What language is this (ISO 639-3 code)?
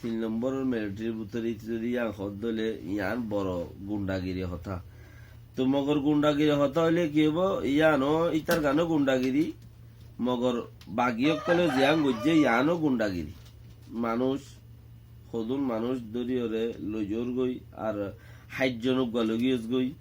rhg